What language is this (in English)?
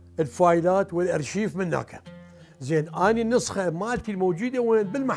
Mesopotamian Arabic